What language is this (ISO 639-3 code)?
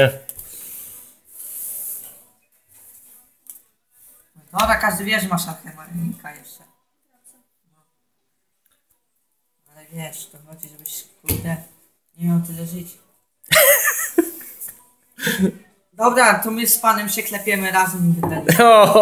pol